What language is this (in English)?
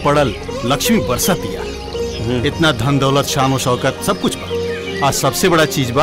Bhojpuri